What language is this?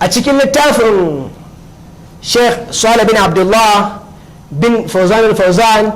Hausa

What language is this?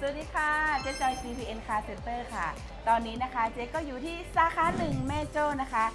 Shan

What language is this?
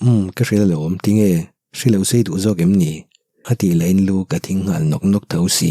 Mizo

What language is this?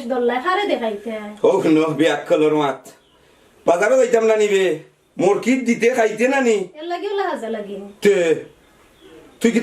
Sylheti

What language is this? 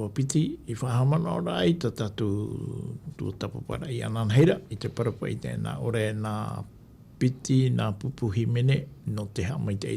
Tahitian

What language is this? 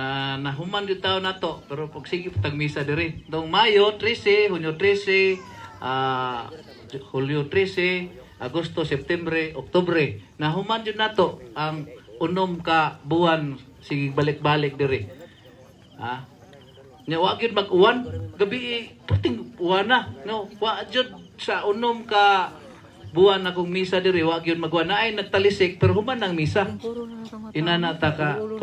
Cebuano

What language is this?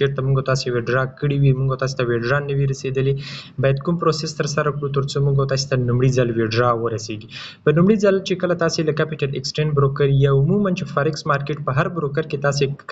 Pashto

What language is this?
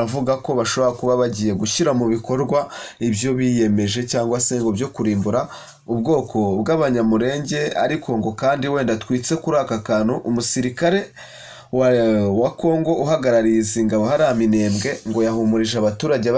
Kinyarwanda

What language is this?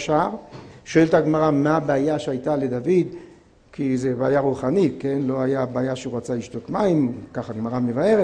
Hebrew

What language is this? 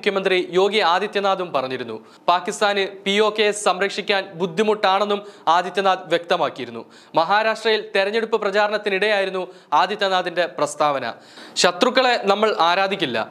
Malayalam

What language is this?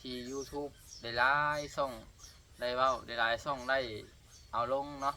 Lao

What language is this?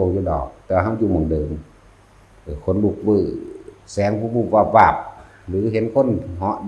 Lao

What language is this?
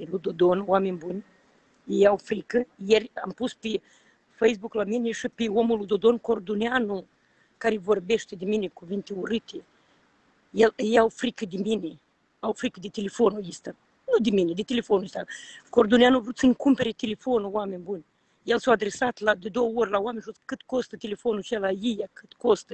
Romanian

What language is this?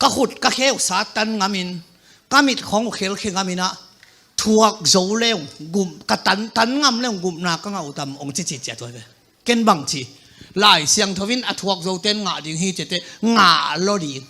Tedim Chin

